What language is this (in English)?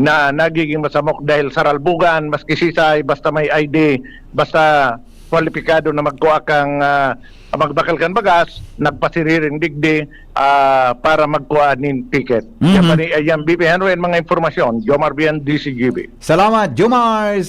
Bikol